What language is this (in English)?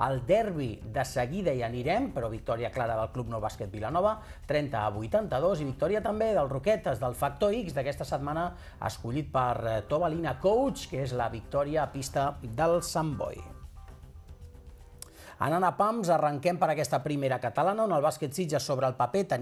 Catalan